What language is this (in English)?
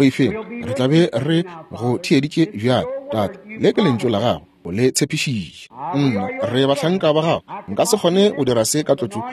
Northern Sotho